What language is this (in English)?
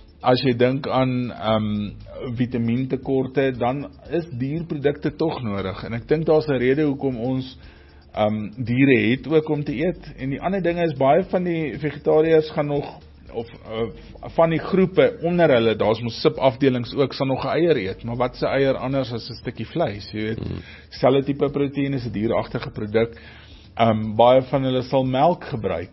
Afrikaans